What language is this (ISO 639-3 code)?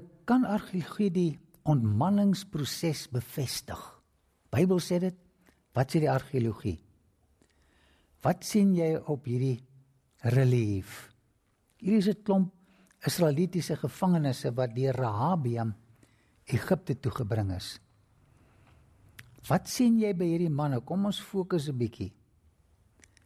afr